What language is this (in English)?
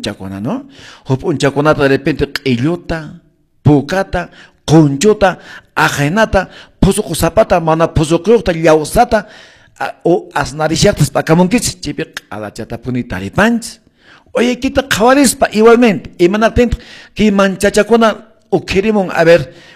Quechua